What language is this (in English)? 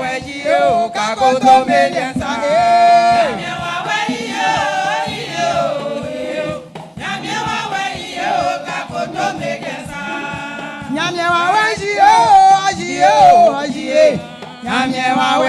Baoulé